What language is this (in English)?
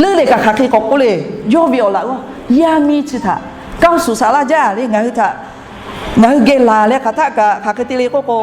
Lahu